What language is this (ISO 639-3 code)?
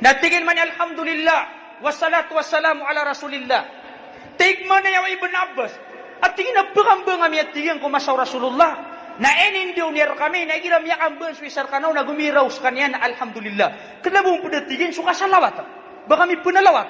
mrw